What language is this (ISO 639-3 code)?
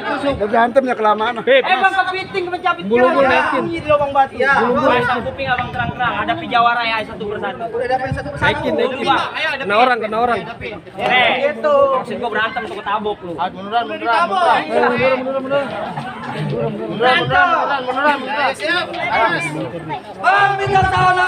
bew